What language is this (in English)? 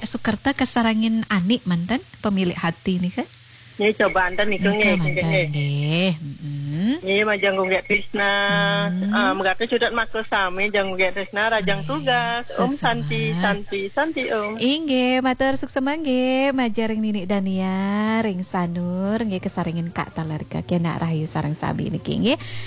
Balinese